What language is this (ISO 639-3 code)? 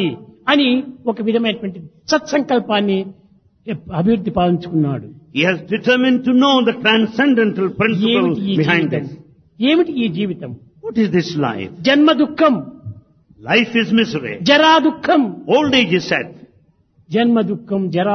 tel